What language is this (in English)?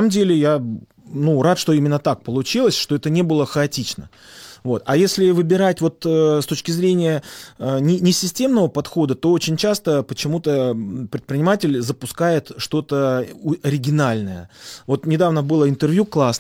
Russian